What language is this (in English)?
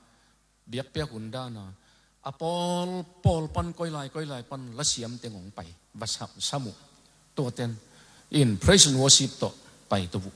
Tedim Chin